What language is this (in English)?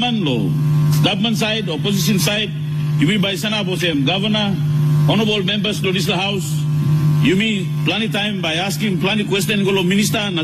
Tok Pisin